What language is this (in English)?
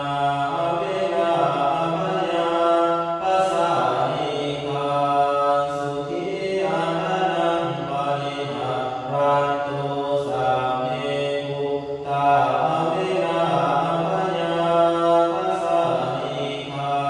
Pali